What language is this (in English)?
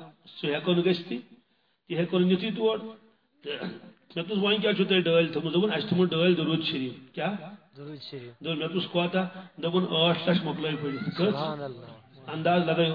Kashmiri